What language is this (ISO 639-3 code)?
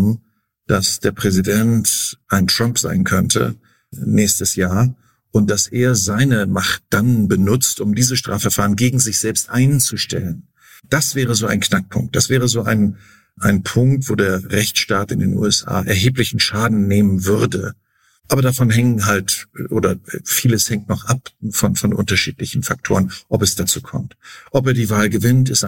deu